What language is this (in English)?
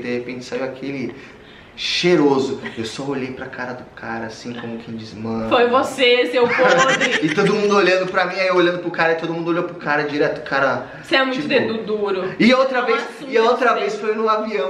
Portuguese